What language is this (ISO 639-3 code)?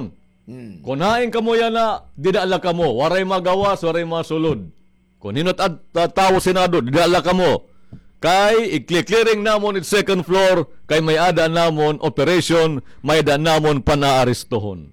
war